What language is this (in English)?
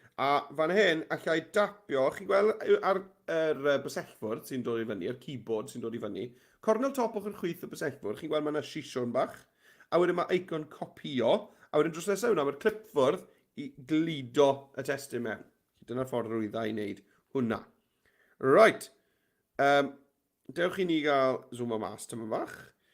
Welsh